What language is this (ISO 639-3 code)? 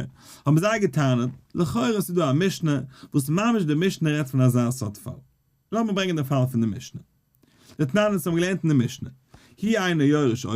yid